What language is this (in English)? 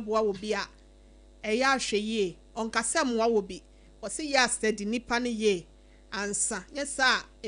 Akan